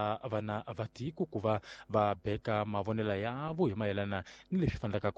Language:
Tsonga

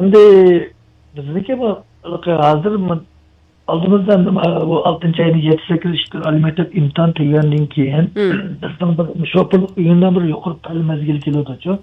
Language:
Uyghur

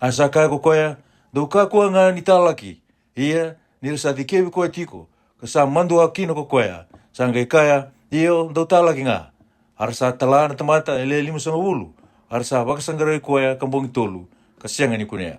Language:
Fijian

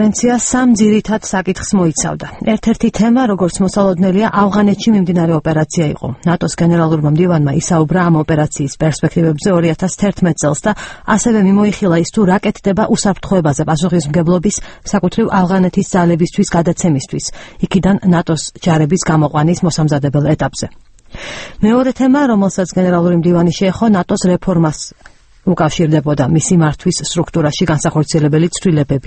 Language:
Georgian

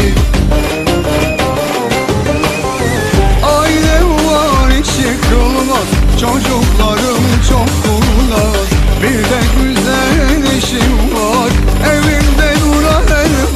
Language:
Turkish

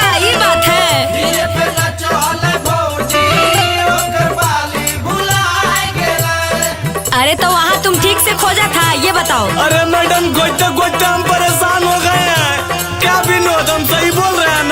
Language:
Magahi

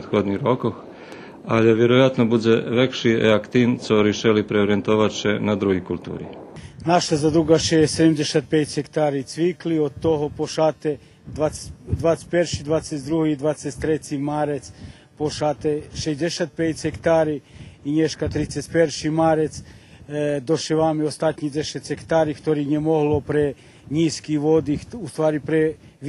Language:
Rusyn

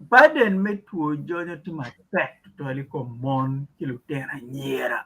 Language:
Acoli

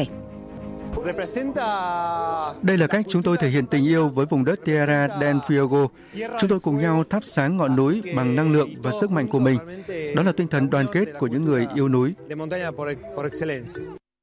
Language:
Vietnamese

